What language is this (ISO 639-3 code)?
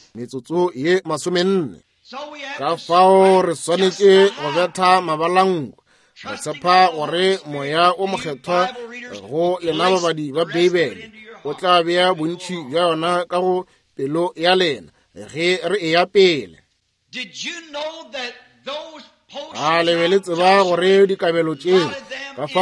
nso